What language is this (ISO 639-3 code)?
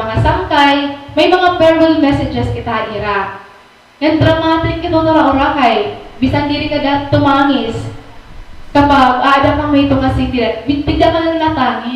war